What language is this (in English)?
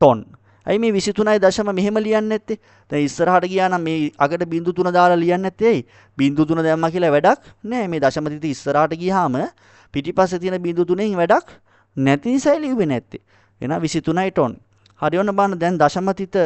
Sinhala